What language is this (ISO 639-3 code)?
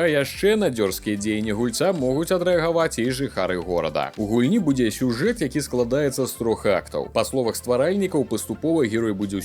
bel